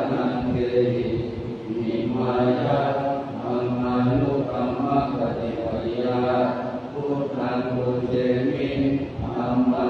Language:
Pali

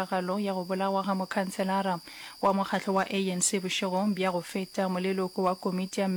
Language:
Northern Sotho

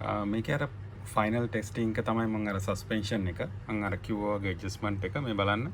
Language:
Sinhala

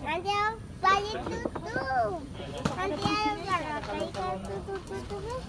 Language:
Ambonese Malay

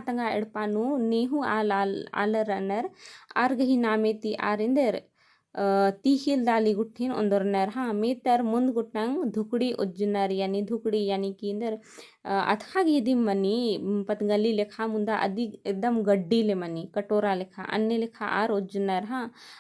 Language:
Kurukh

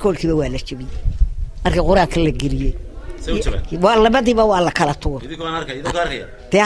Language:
Somali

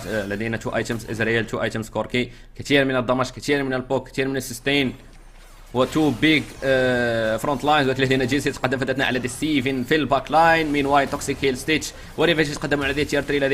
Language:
Egyptian Arabic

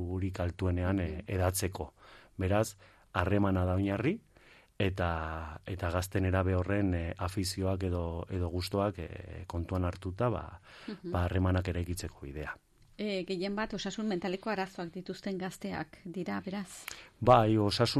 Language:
Basque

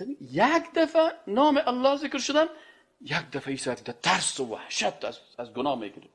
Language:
Persian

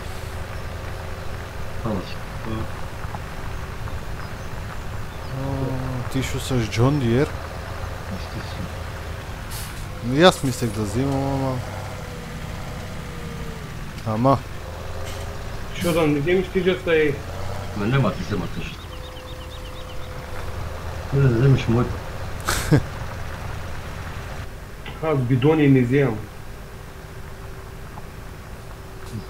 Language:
Bulgarian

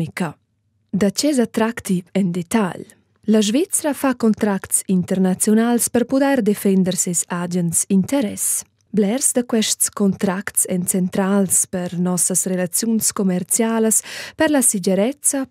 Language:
Romansh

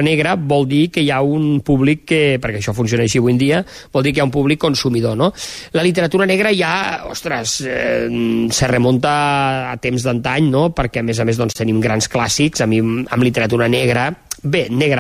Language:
Catalan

